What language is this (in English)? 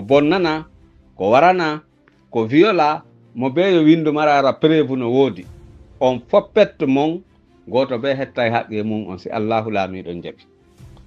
Pular